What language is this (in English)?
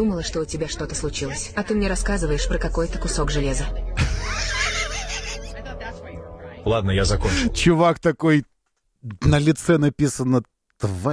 Russian